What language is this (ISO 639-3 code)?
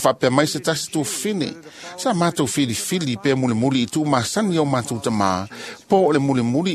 smo